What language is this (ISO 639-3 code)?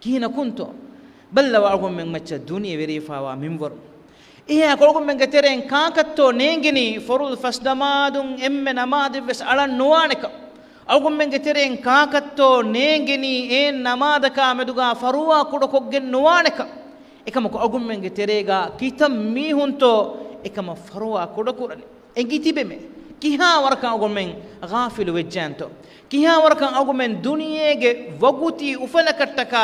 div